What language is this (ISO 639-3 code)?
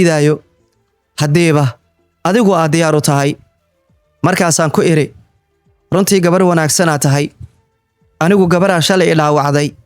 som